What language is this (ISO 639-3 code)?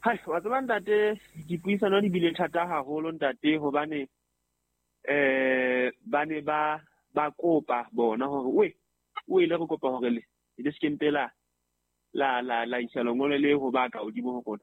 sot